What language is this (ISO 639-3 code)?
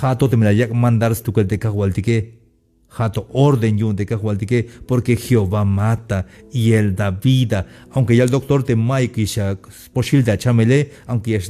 tzh